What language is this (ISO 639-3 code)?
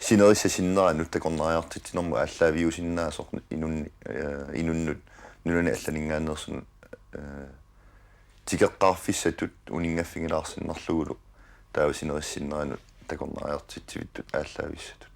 kal